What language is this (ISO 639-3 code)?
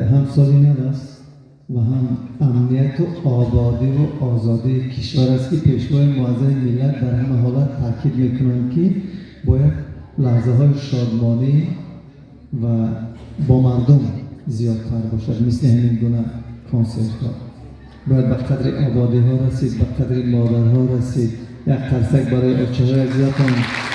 tgk